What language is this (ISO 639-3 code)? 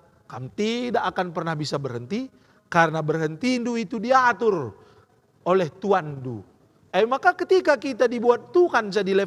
btx